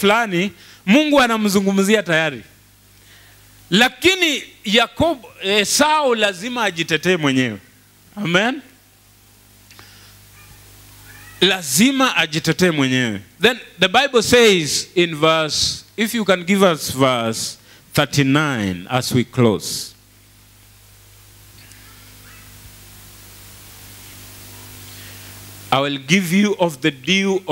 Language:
Swahili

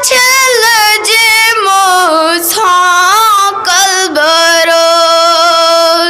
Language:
Kashmiri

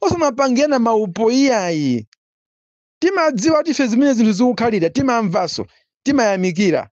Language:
Nyanja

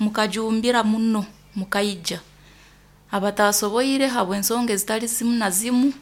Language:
Nyoro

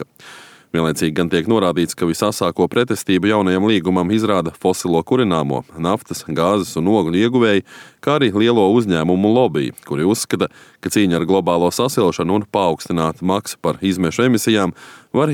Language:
Latvian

